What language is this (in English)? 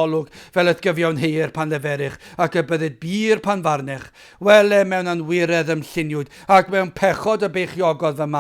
Welsh